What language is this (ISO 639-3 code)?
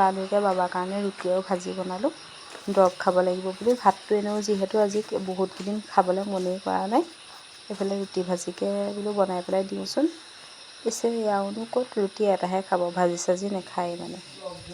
asm